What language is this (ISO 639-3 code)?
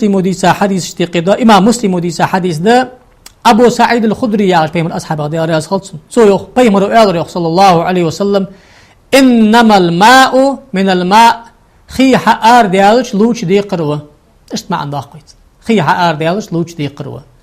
inh